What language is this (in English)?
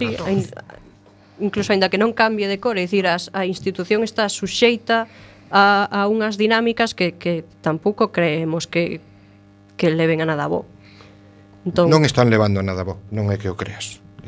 Galician